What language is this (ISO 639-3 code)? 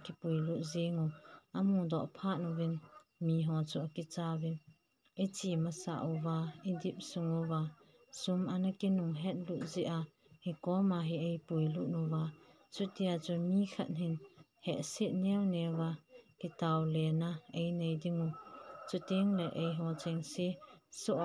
tcz